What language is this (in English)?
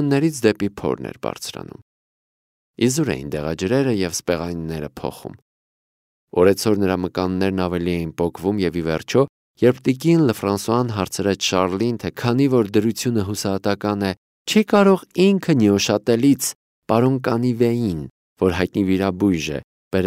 Armenian